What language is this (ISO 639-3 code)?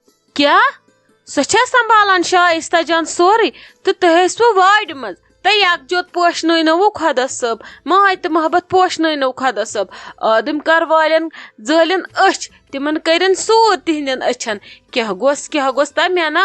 kas